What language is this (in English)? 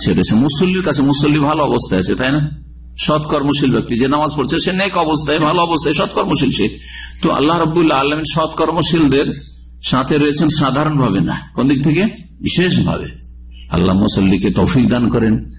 Bangla